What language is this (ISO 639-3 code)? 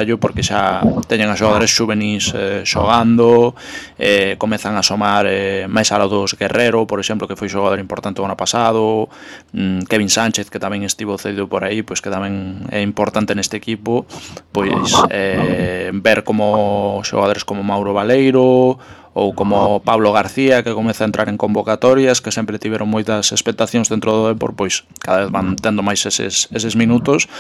glg